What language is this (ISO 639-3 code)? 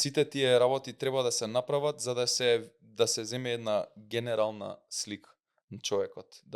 mkd